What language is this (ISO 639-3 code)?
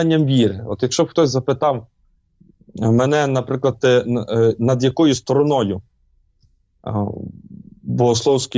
ukr